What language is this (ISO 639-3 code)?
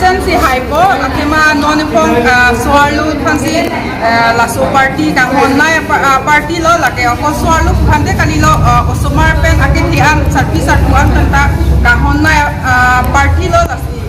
mjw